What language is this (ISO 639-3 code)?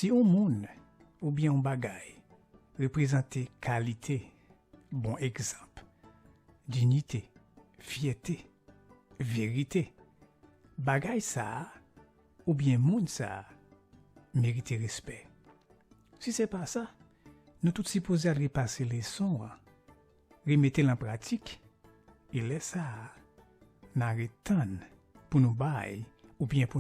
hat